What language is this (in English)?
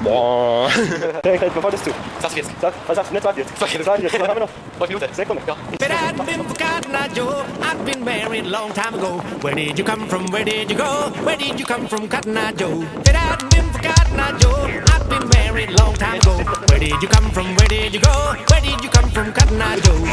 Swiss German